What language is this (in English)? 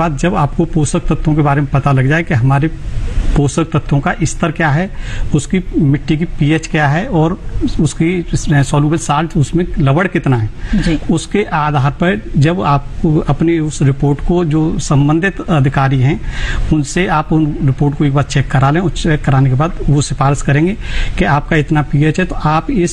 Hindi